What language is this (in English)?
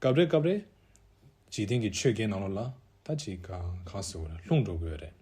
Tibetan